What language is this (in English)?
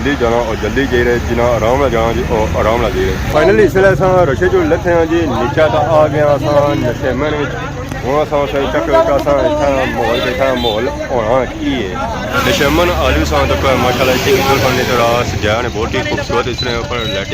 Pahari-Potwari